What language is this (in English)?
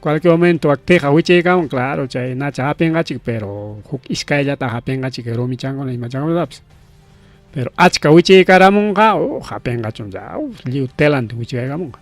Ayacucho Quechua